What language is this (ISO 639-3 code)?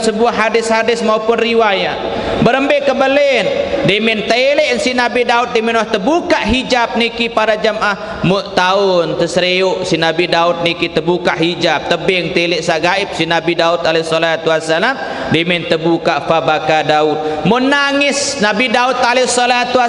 sas